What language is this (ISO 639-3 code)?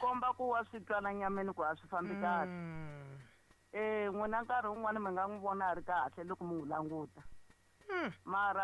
tso